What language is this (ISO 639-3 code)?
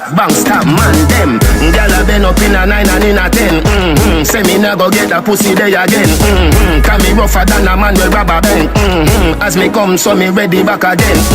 jam